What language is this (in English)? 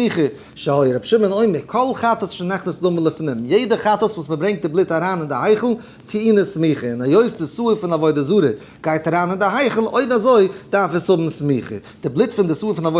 Yiddish